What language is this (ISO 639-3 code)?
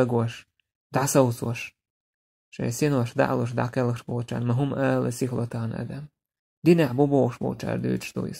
che